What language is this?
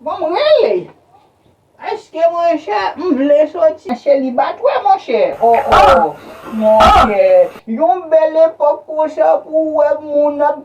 Haitian Creole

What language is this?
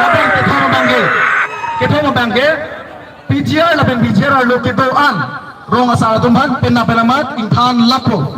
Karbi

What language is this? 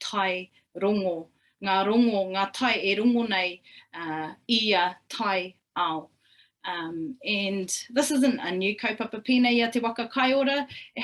Māori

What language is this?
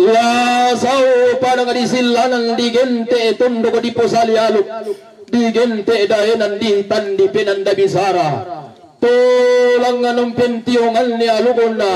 Toraja-Sa'dan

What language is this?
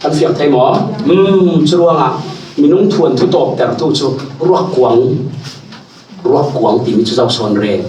Falam Chin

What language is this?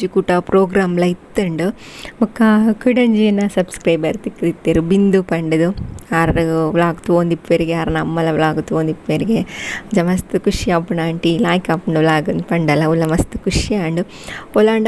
Tulu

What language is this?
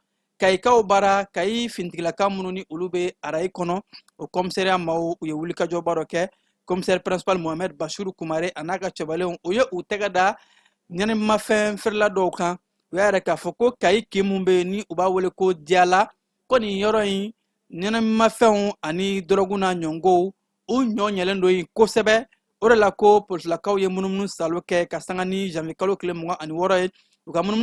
Bambara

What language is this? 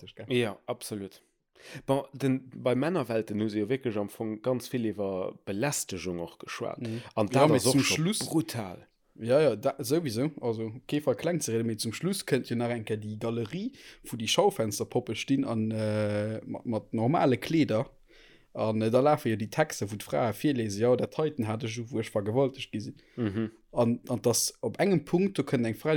Luxembourgish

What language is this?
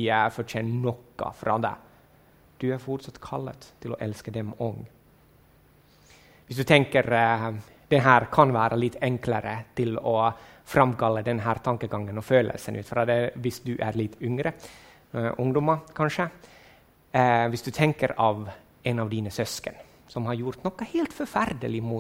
Norwegian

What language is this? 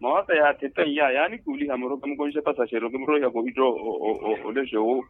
Makhuwa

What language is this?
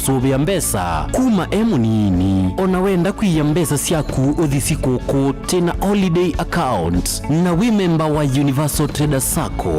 Kamba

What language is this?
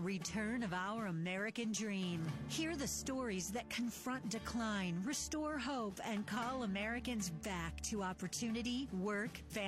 English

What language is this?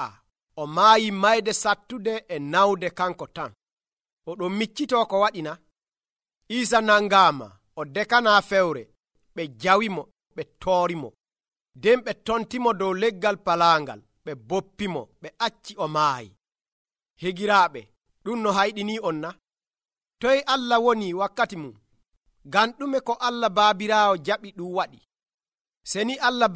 Nigerian Fulfulde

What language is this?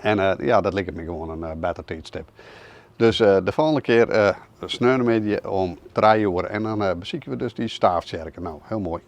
Western Frisian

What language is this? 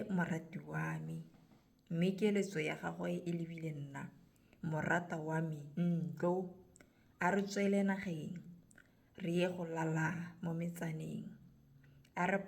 Tswana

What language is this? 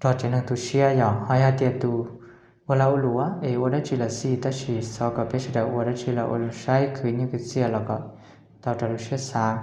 Hmong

